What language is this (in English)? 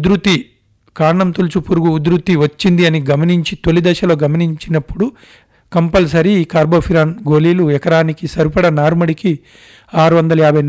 Telugu